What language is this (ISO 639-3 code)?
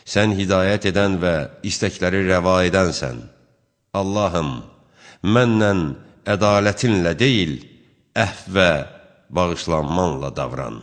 aze